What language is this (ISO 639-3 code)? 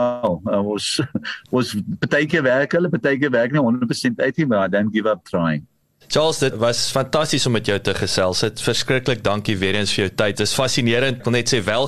afr